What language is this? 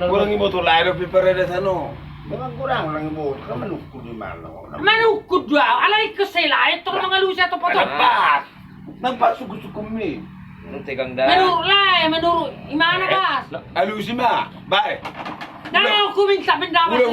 Batak Toba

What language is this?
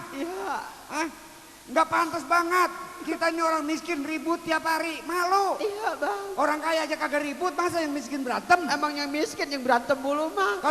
Betawi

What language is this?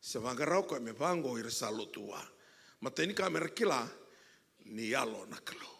Fijian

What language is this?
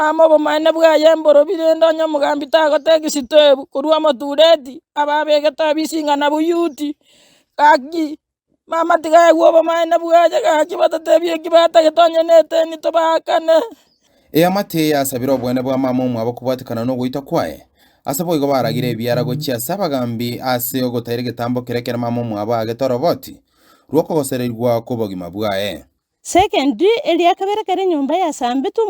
Gusii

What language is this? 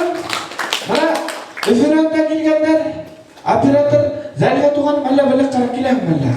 Bashkir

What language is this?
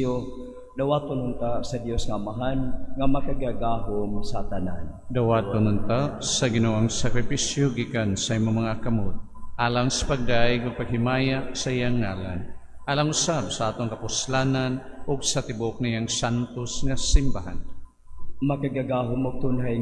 Cebuano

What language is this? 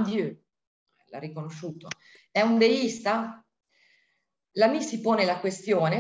Italian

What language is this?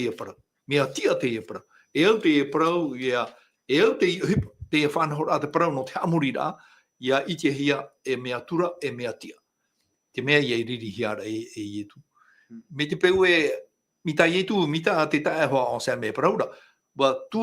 Tahitian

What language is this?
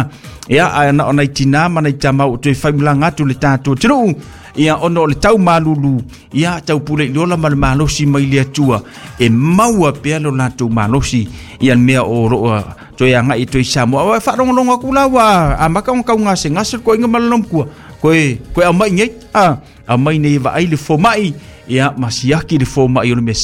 Samoan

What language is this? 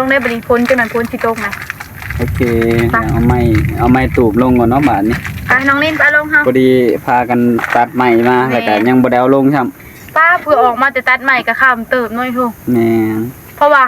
Northeastern Thai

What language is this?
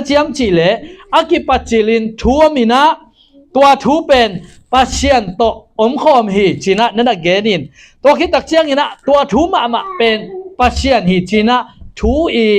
Tedim Chin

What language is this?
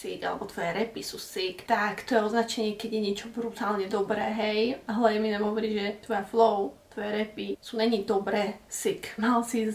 Slovak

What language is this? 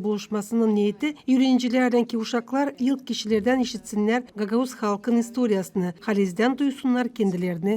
Gagauz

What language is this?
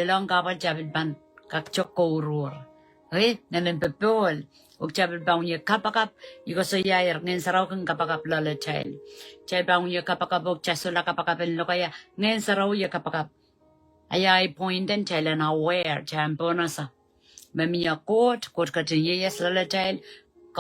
Pohnpeian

